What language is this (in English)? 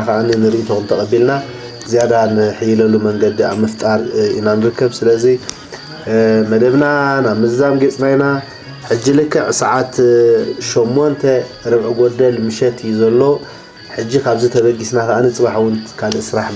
Tigrinya